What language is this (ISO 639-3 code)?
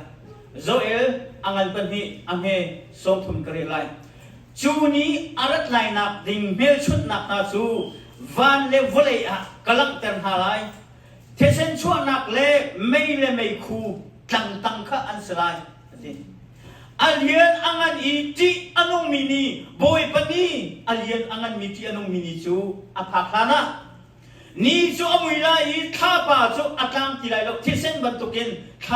cnh